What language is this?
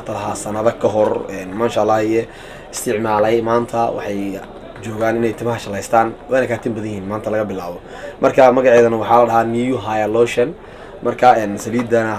Somali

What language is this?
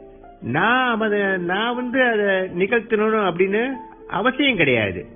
Tamil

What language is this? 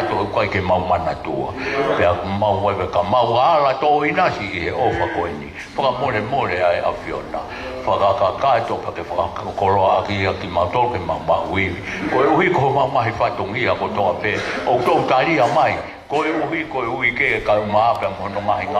Tongan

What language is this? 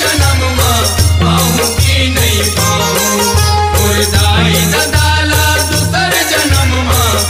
Chhattisgarhi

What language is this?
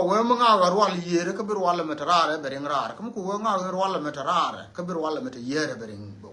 Nuer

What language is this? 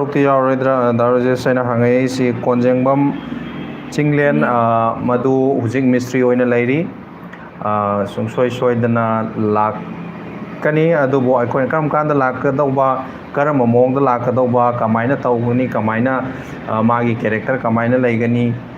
Manipuri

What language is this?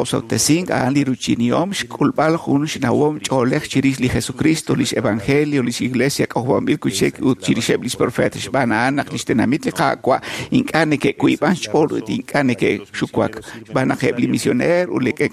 Kekchí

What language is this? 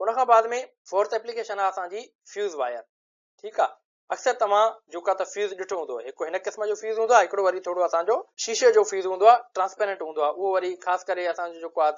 Sindhi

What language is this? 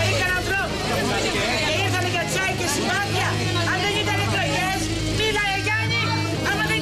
Greek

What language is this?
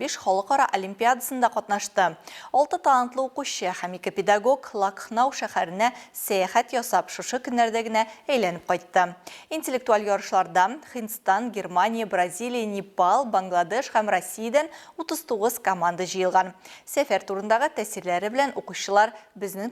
Tatar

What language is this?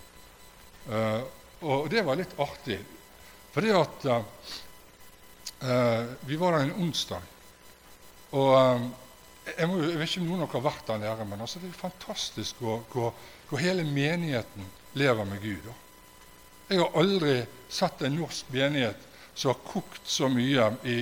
Norwegian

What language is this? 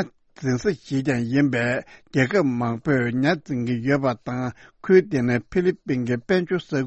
Tibetan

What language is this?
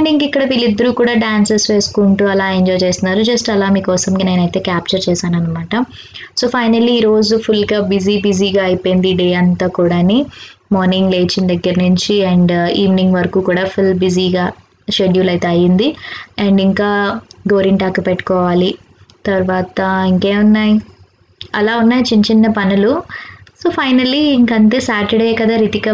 Telugu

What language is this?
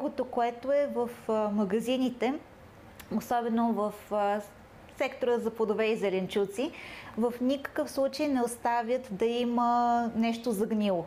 Bulgarian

